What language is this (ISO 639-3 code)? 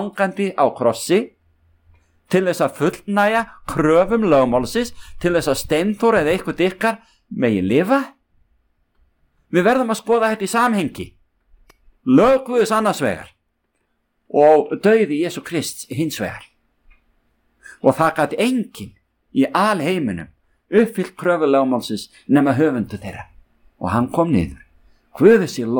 isl